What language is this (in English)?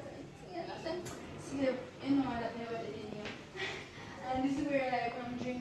Jamaican Creole English